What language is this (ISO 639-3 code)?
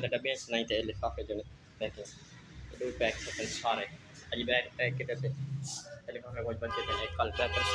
skr